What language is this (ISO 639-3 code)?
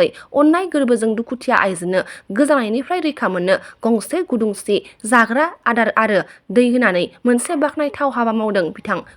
brx